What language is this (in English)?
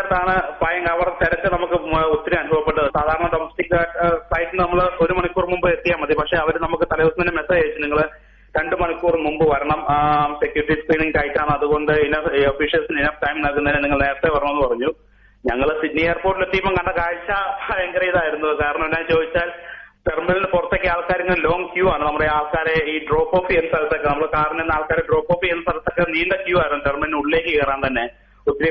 Malayalam